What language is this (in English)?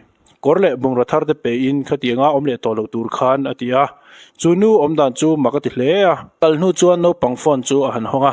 Mizo